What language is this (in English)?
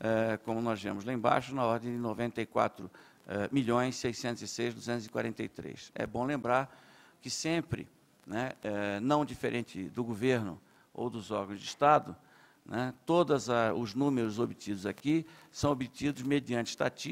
Portuguese